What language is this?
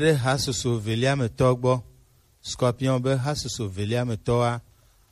Gen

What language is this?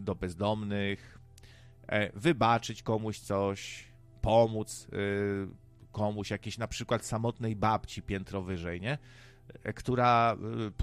Polish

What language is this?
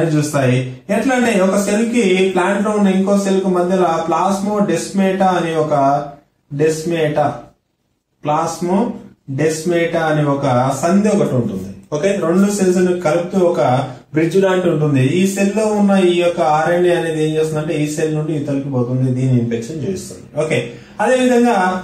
Telugu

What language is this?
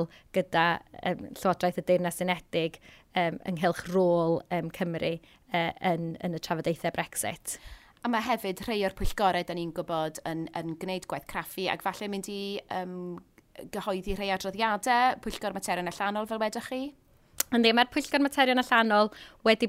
Welsh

